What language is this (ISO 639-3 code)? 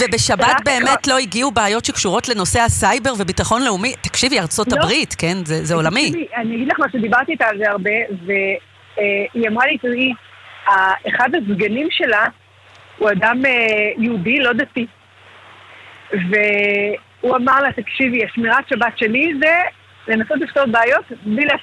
heb